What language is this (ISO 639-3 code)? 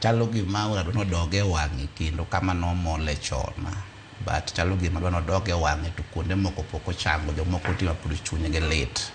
luo